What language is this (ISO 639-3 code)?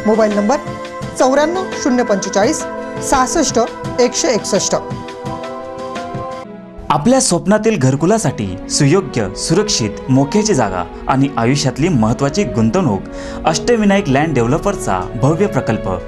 mar